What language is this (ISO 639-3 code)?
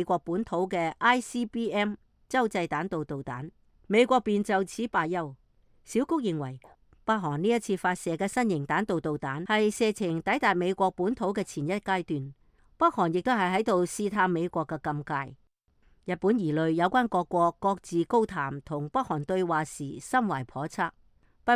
yue